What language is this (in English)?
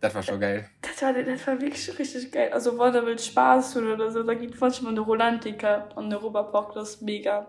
Luxembourgish